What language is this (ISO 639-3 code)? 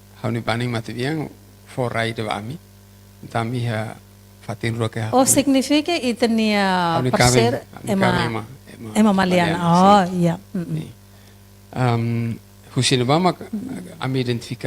tet